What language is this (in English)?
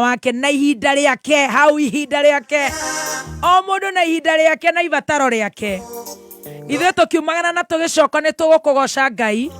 Kikuyu